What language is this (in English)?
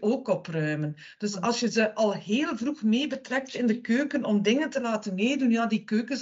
Dutch